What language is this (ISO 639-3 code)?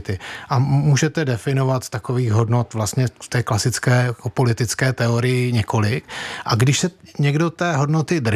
ces